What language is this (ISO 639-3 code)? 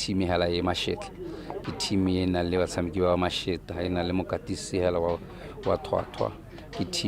tsn